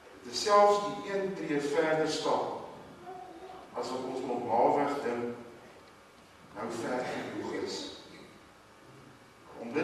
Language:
Afrikaans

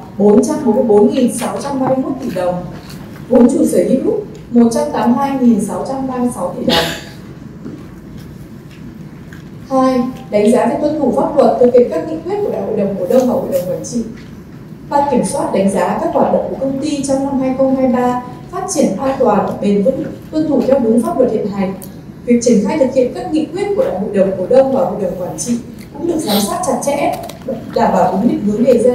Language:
Vietnamese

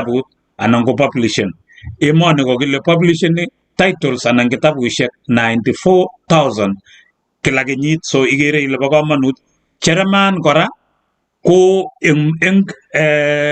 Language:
Kalenjin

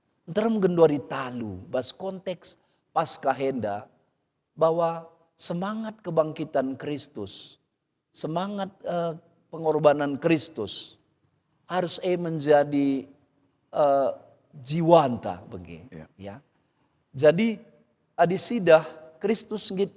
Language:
Batak Karo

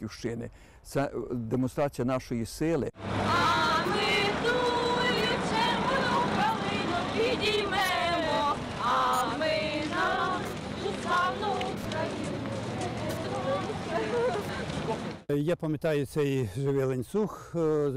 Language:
Ukrainian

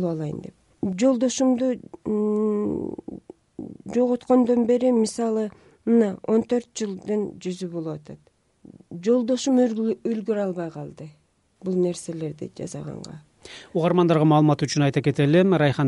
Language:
Kyrgyz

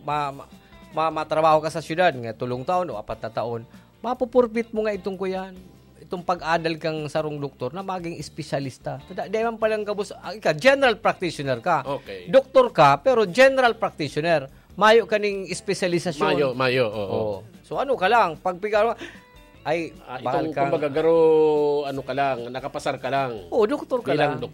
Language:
Bikol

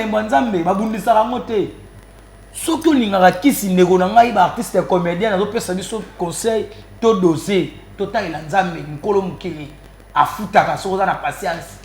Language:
Lingala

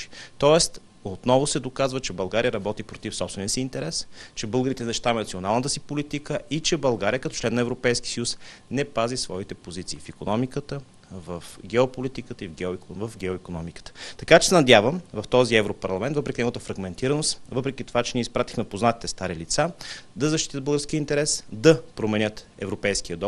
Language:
Bulgarian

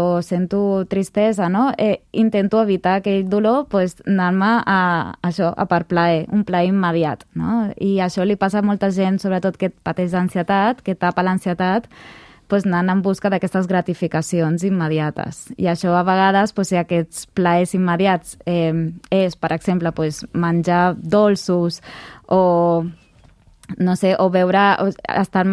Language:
Catalan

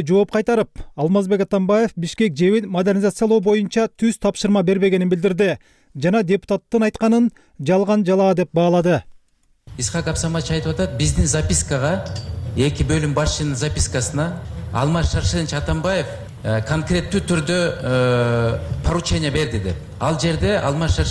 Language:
Kyrgyz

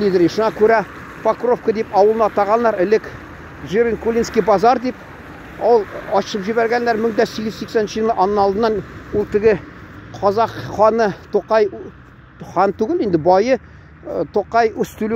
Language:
Tatar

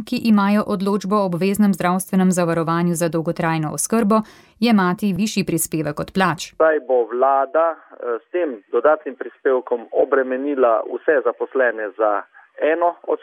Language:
Slovenian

